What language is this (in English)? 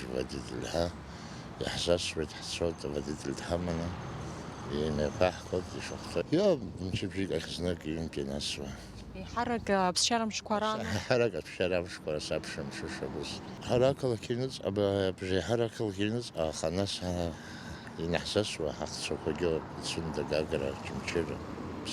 Abkhazian